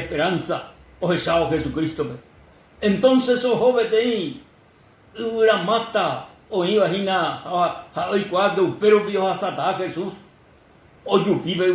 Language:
Guarani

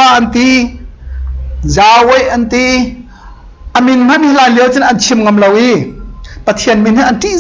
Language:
Hakha Chin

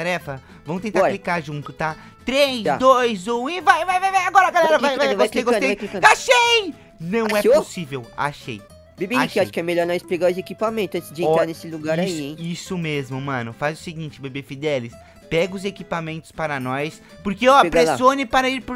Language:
Portuguese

